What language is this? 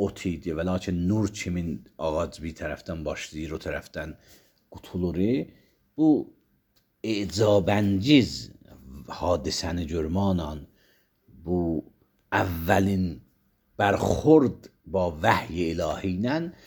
Azerbaijani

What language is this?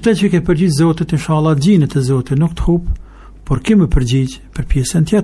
Albanian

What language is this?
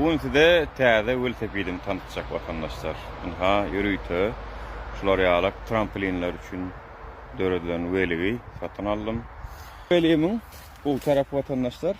Turkmen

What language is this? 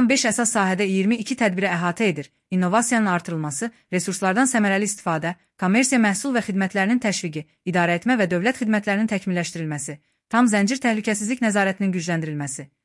Azerbaijani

